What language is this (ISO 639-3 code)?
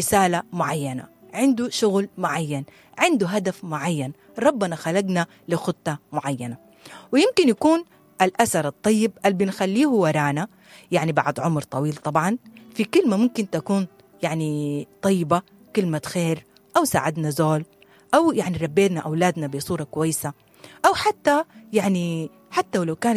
apd